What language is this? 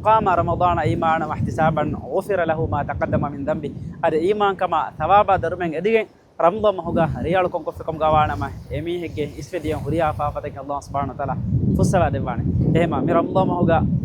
Divehi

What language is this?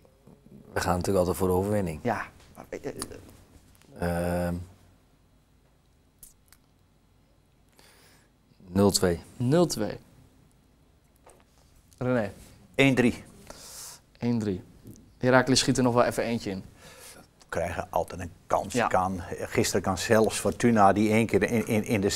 Dutch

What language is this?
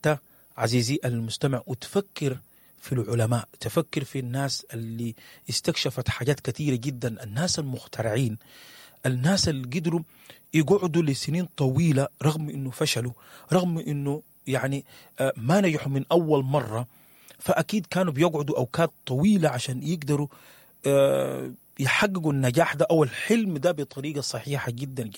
Sudanese Arabic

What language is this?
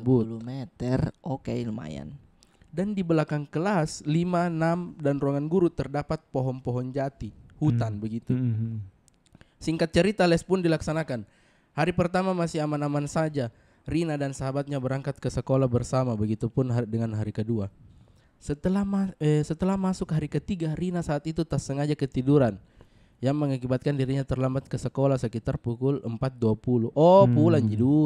Makassar Malay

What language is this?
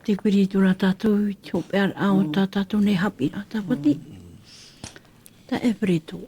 Tahitian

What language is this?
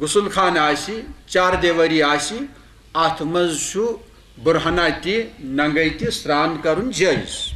Kashmiri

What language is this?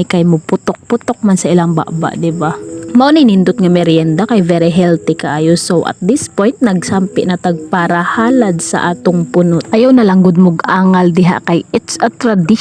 Cebuano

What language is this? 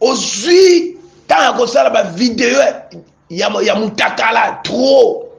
Lingala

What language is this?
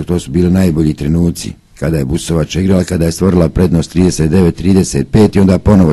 Croatian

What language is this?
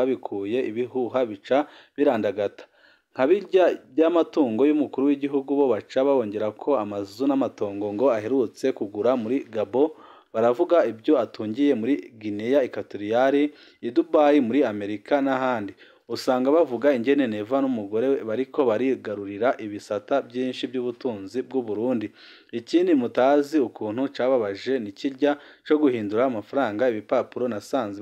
Rundi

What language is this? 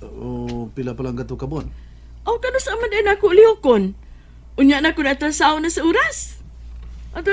Cebuano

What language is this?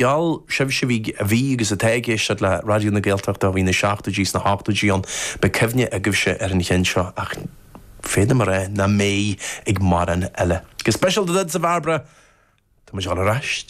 Irish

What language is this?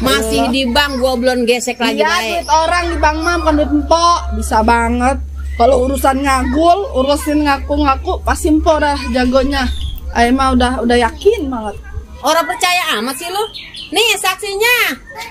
Betawi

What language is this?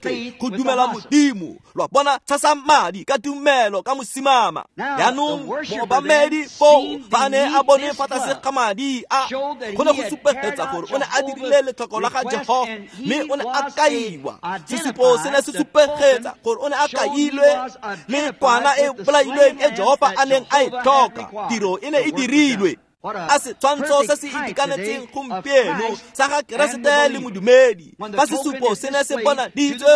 Tswana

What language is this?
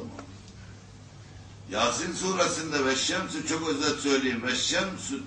Turkish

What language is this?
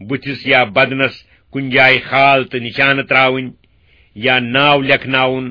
Kashmiri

